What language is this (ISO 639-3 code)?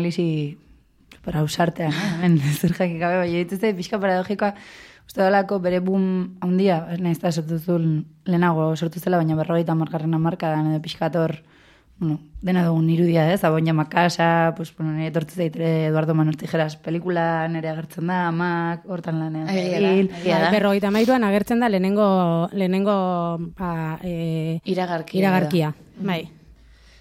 eus